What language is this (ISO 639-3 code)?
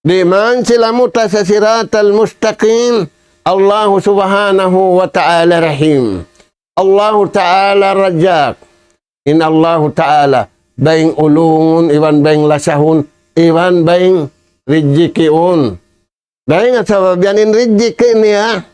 tsg